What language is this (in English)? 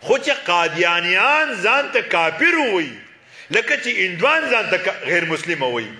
Pashto